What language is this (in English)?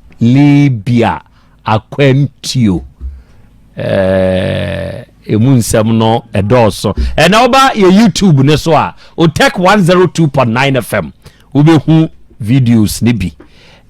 Akan